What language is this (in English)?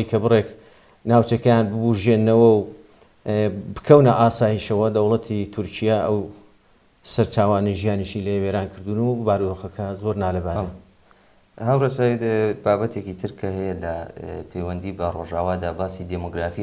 Central Kurdish